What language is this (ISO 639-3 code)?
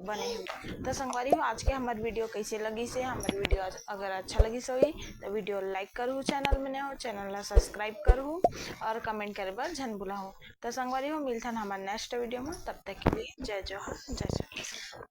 hne